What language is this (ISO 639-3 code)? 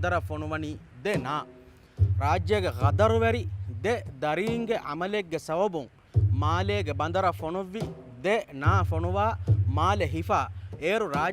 div